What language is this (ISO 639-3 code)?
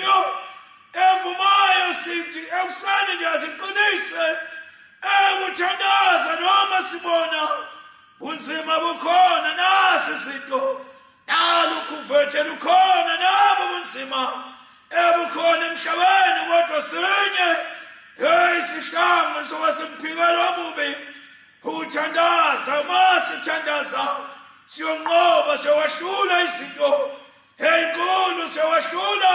zul